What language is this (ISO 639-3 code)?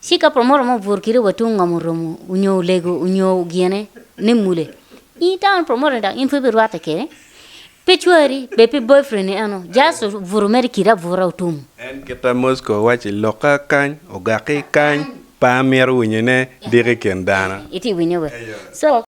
ach